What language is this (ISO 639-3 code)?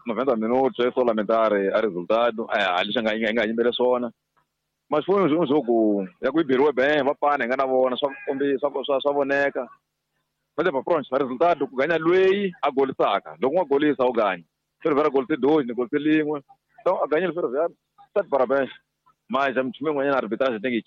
tso